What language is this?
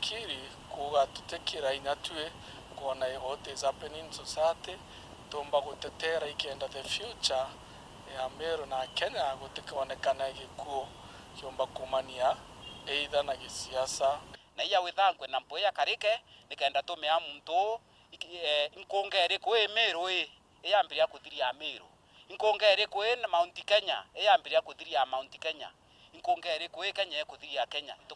Meru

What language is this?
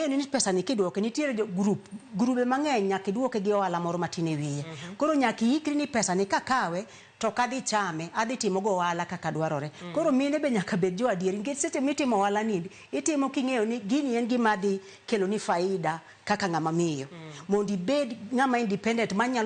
Luo (Kenya and Tanzania)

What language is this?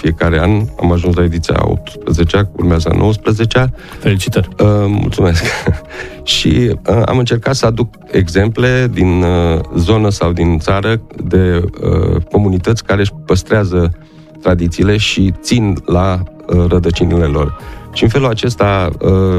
Romanian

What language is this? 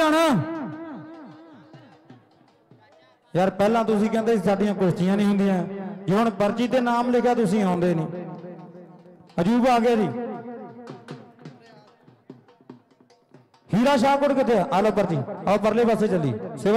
Punjabi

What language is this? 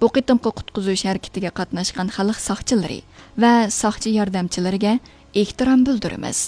Uyghur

